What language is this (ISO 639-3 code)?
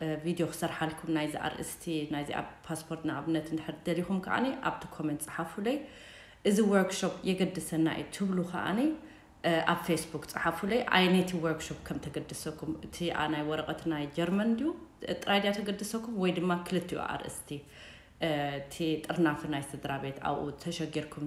tir